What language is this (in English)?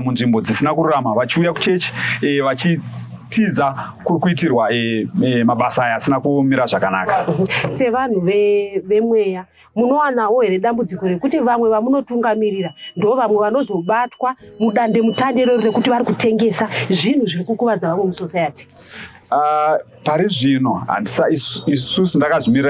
Shona